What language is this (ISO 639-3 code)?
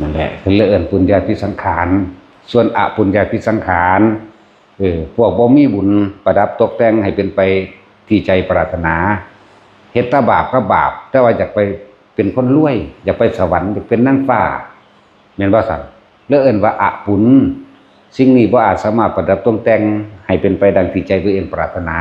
tts